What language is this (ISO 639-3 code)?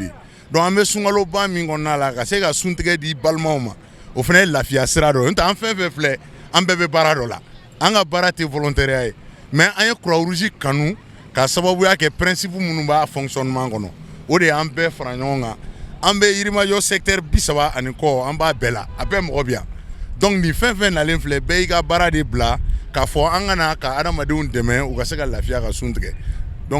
bam